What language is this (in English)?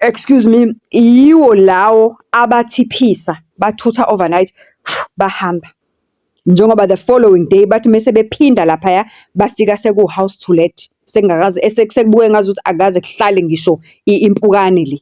Zulu